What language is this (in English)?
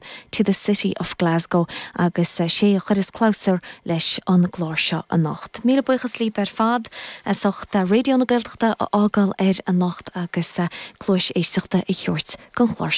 Irish